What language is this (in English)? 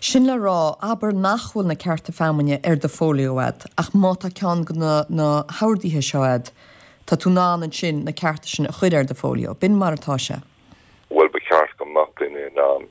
Irish